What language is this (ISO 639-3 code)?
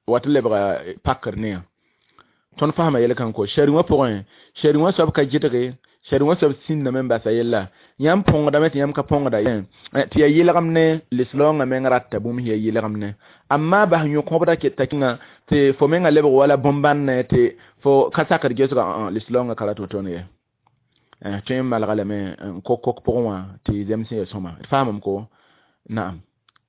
mos